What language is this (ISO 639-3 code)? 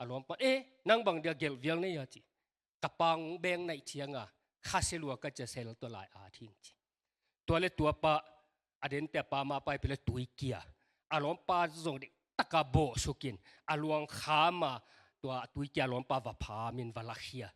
ctd